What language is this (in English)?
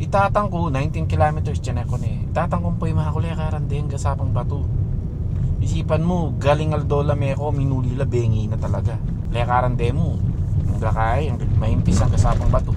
Pampanga